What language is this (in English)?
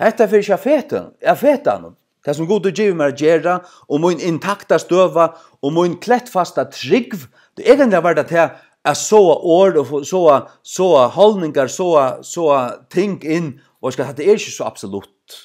Faroese